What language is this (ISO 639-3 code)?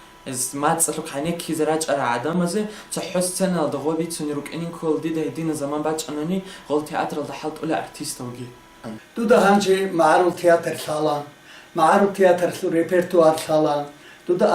ava